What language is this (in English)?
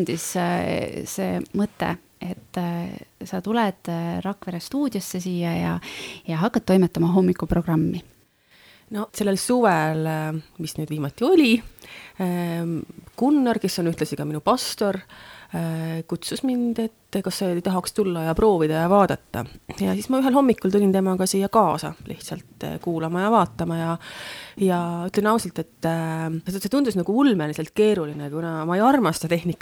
Estonian